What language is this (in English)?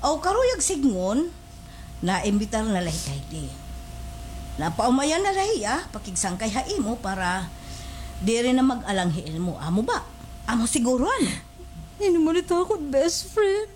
Waray